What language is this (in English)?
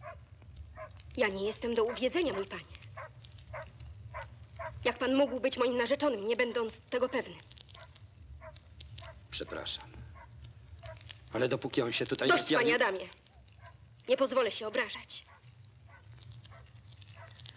Polish